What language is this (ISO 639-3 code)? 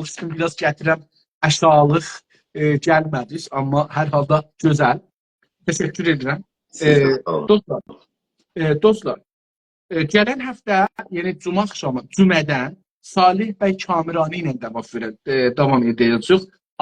azb